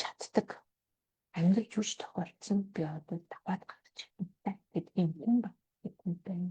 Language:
Mongolian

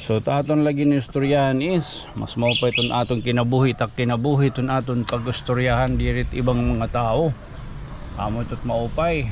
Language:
Waray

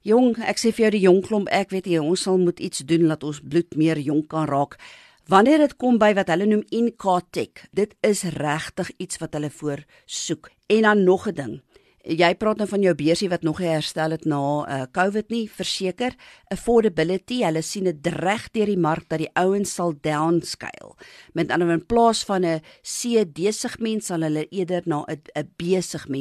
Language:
Afrikaans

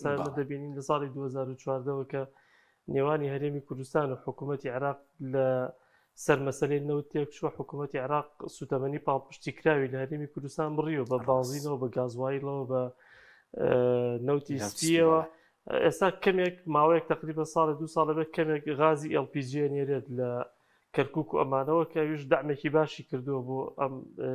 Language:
Central Kurdish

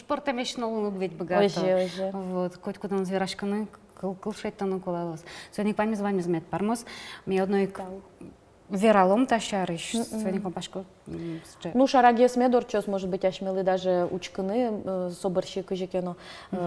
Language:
Udmurt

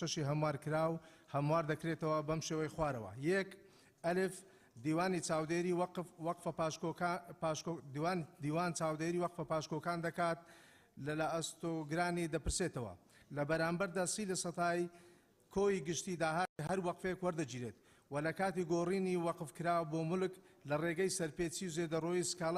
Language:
Central Kurdish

